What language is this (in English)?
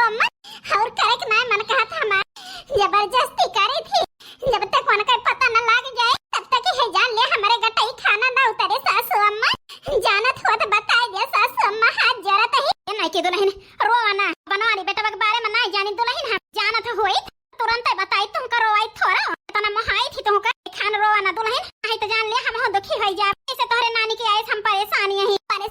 Awadhi